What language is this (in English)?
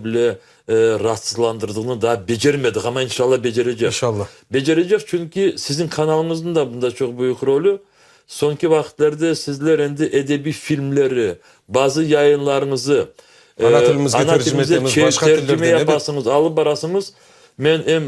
Crimean Tatar